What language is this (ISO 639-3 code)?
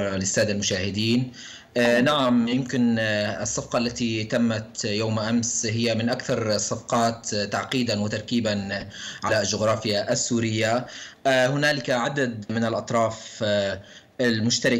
ara